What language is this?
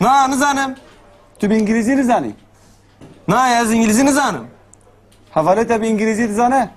Kurdish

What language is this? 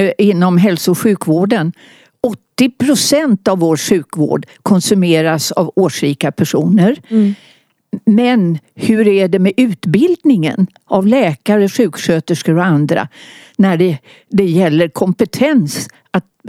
Swedish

